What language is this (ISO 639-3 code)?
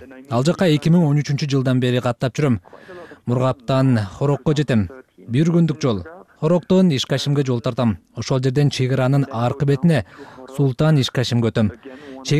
kir